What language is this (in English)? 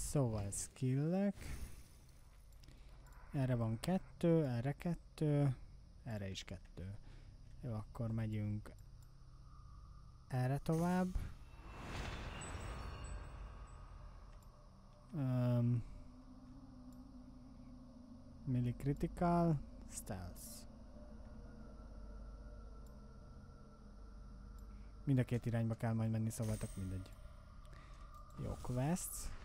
Hungarian